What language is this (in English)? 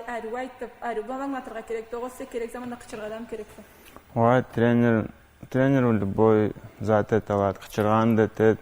Karachay-Balkar